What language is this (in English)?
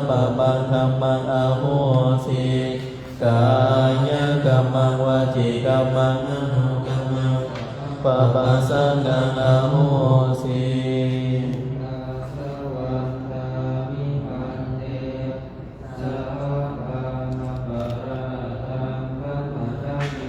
Pali